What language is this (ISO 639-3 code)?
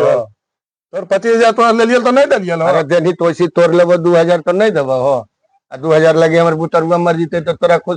mag